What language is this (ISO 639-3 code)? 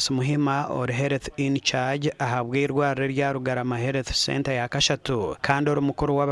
nyn